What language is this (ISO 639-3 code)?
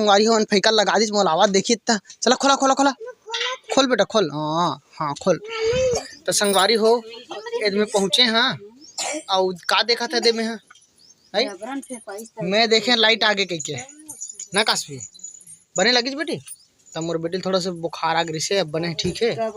hne